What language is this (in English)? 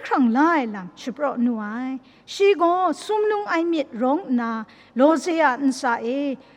Kachin